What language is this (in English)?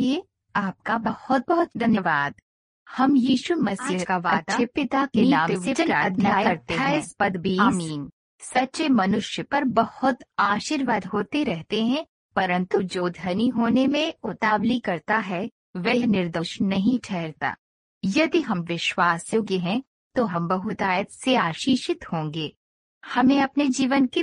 Hindi